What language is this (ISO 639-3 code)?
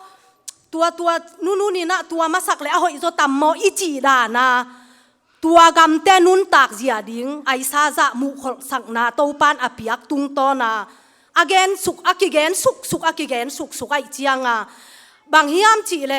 ctd